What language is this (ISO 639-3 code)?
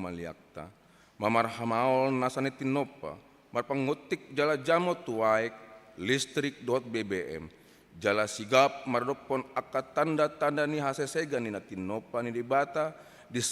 bbc